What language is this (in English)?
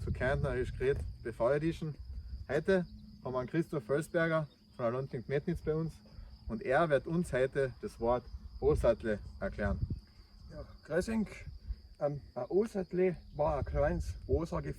Bavarian